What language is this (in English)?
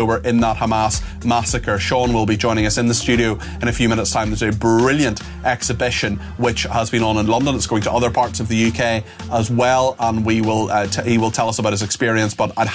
English